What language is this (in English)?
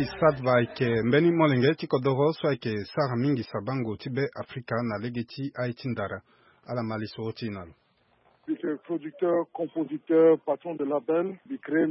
Sango